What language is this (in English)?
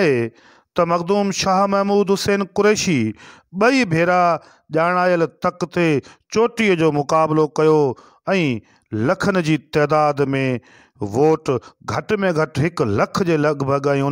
Sindhi